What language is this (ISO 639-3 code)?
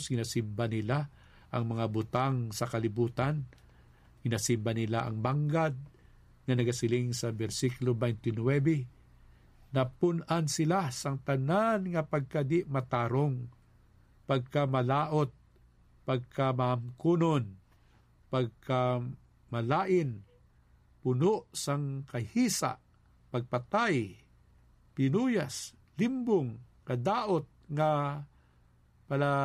hil